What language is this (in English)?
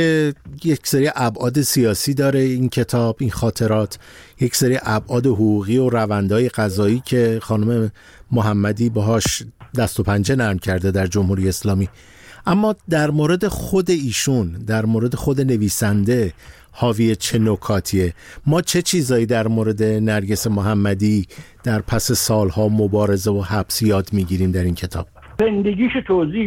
Persian